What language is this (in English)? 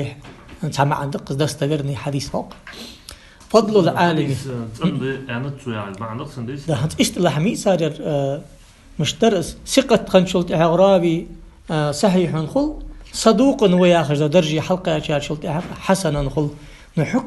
Ingush